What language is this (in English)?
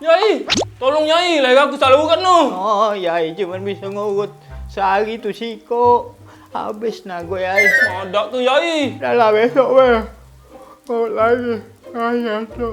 Musi